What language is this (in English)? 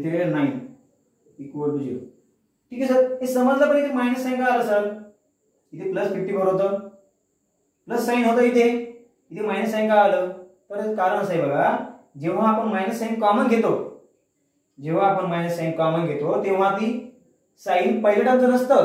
Marathi